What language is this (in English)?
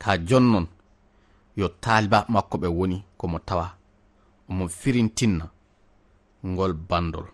Fula